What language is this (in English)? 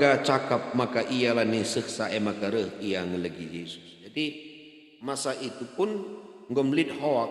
Batak Karo